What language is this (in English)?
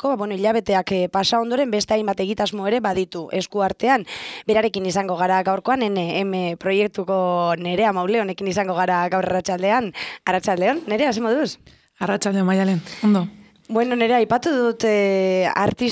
Basque